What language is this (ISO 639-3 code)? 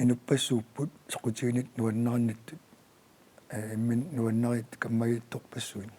kal